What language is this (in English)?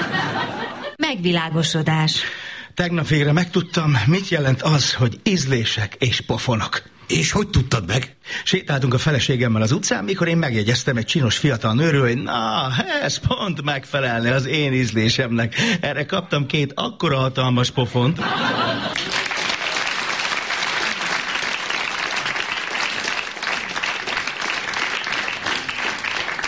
Hungarian